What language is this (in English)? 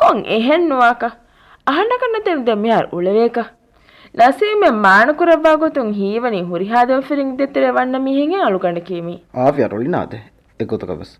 Divehi